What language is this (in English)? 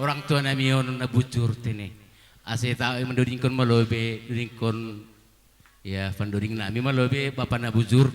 Batak Simalungun